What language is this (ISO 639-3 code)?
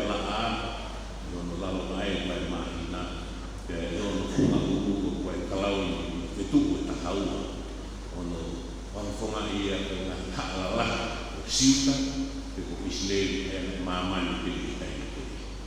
ton